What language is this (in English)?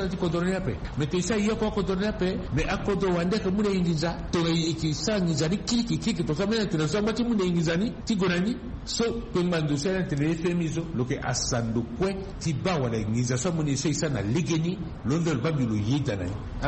Sango